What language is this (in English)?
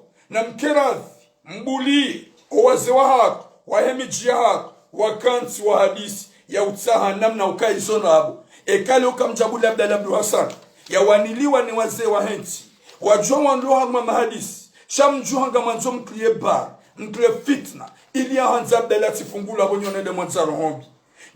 Ngazidja Comorian